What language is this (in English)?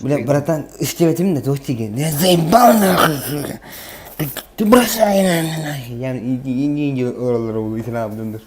Yakut